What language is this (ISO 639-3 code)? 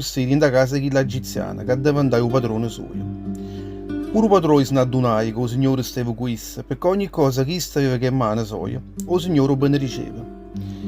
nap